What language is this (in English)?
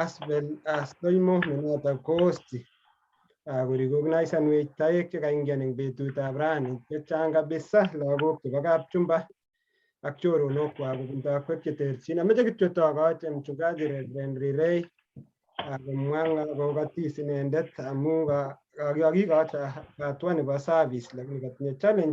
Kalenjin